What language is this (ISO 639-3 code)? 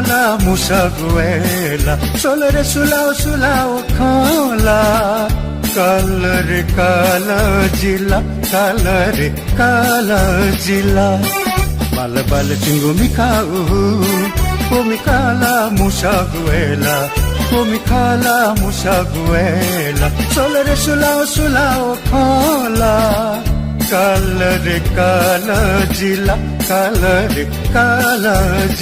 new